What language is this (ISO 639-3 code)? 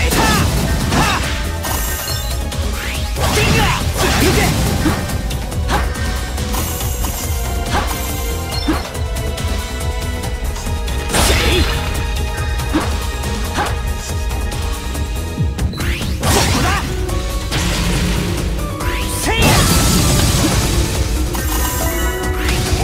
jpn